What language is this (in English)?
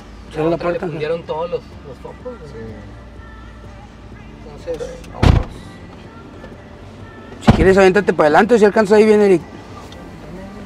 Spanish